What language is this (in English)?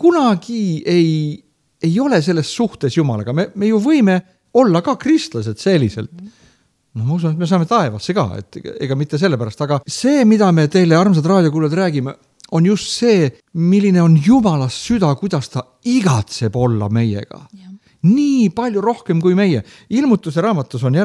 Estonian